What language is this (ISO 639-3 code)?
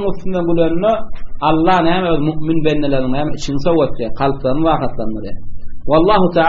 tuk